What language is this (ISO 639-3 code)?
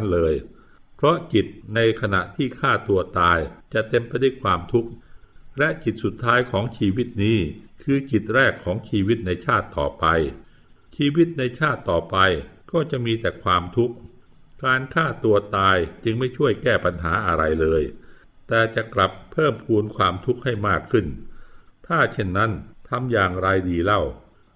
tha